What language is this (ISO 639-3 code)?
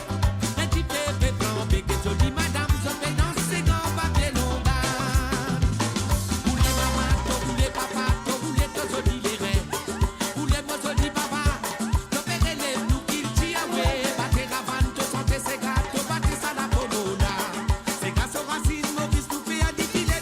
mfe